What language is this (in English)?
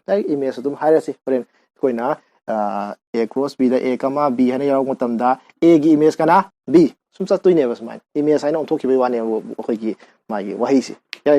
Manipuri